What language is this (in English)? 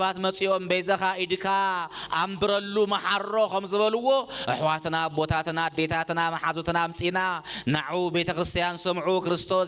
Tigrinya